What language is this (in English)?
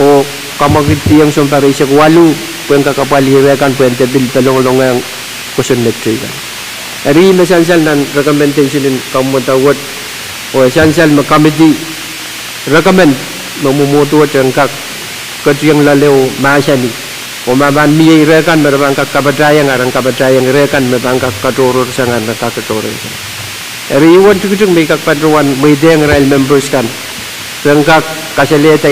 Pohnpeian